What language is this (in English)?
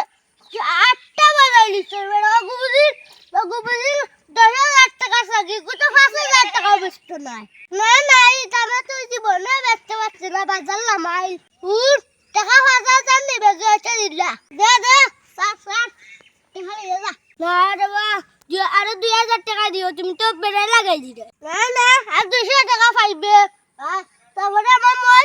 Sylheti